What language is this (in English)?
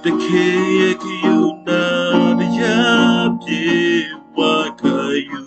Western Kayah